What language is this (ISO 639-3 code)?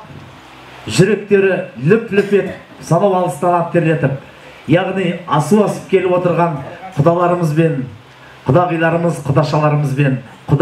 kaz